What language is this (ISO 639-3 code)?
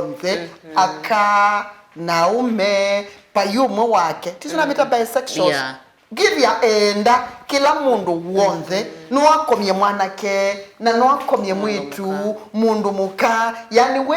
kam